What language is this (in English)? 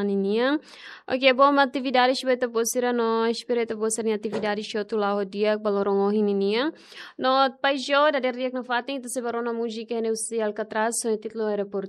Tetum